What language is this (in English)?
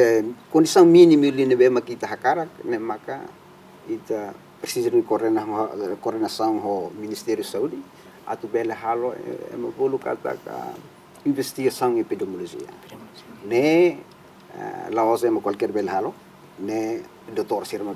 Tetum